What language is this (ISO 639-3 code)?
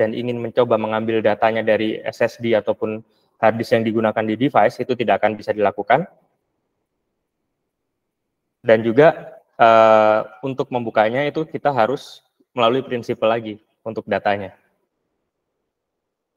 ind